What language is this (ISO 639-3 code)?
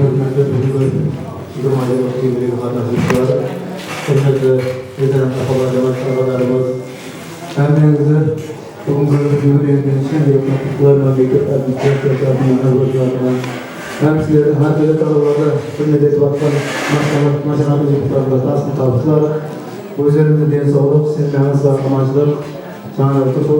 kaa